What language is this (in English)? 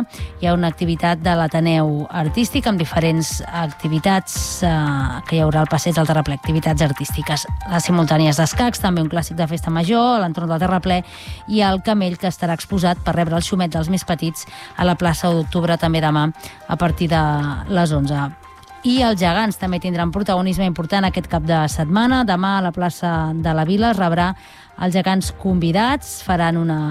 Catalan